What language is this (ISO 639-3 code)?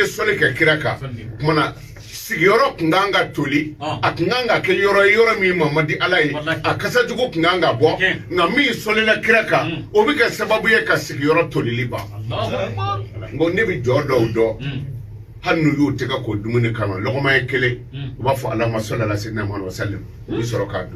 bam